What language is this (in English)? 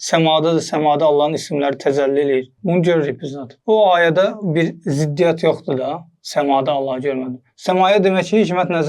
Azerbaijani